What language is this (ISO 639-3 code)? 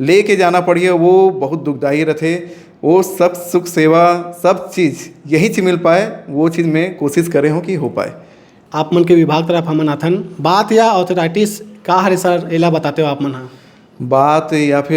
hne